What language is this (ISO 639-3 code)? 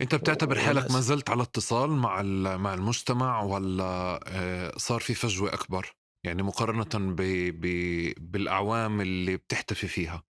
apc